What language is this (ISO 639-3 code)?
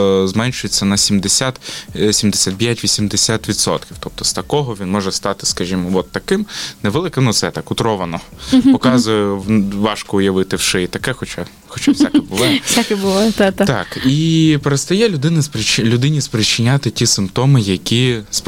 ukr